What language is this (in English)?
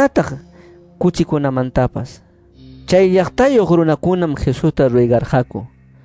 Quechua